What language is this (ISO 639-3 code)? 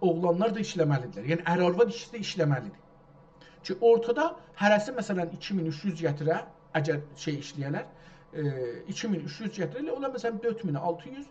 azb